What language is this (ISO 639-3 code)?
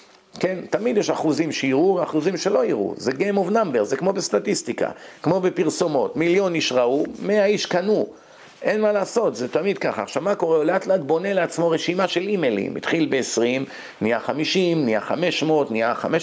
heb